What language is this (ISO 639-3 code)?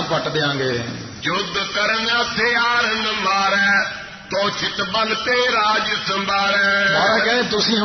pan